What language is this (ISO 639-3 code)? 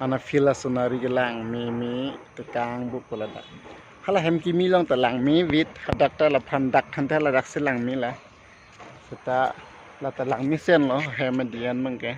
mjw